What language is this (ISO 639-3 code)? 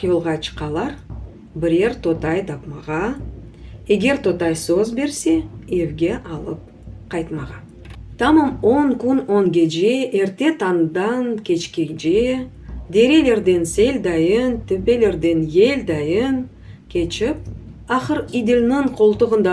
crh